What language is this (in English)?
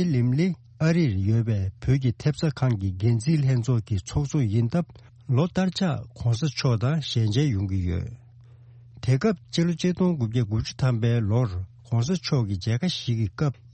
Tibetan